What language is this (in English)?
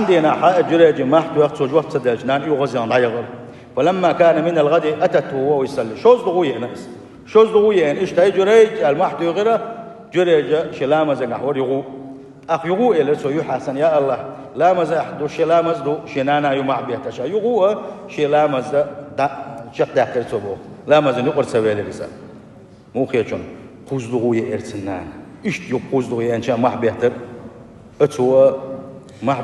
Chechen